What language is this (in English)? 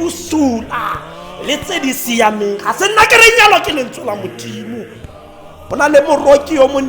Tswana